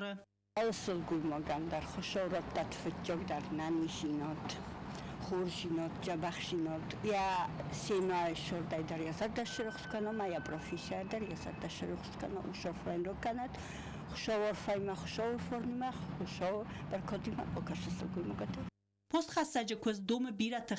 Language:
Ossetic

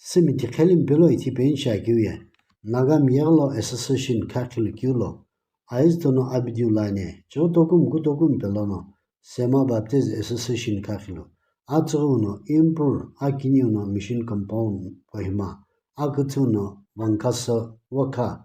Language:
Sumi Naga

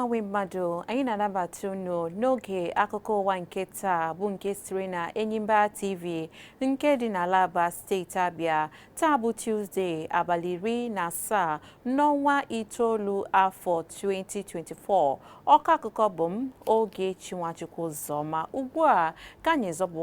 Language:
Igbo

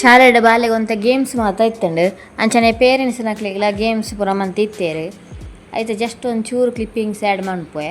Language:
Tulu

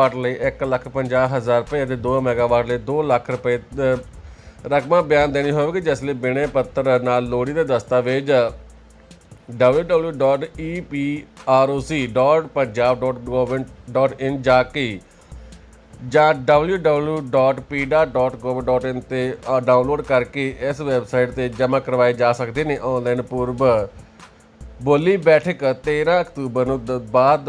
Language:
Punjabi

